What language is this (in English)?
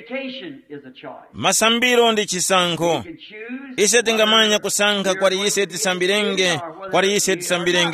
Tumbuka